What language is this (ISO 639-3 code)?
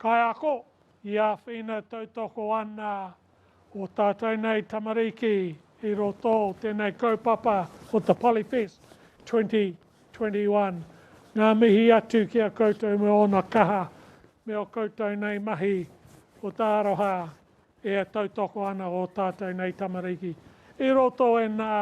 mri